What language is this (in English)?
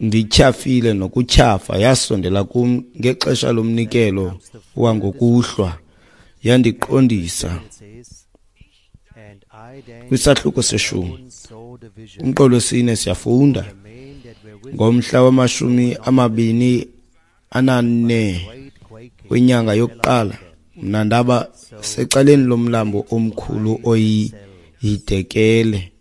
Xhosa